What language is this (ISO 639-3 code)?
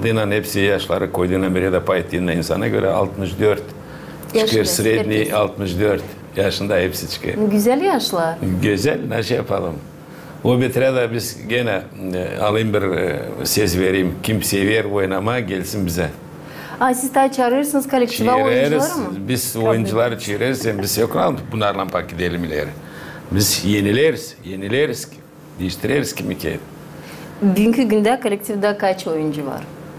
gag